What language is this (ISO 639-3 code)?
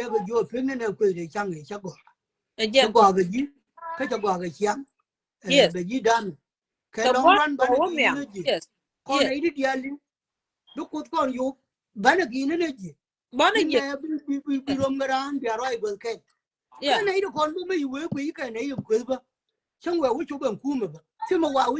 nus